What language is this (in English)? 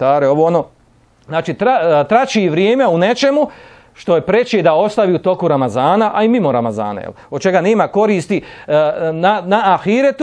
Bosnian